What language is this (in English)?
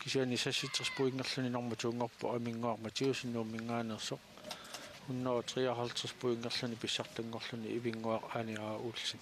Kalaallisut